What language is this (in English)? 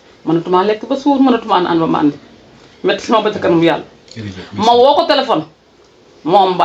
Wolof